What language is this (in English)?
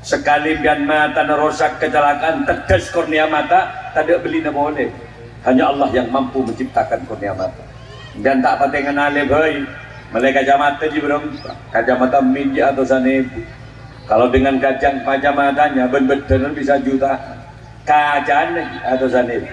Madurese